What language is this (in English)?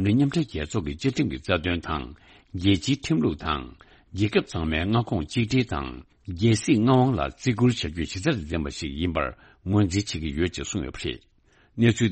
Tibetan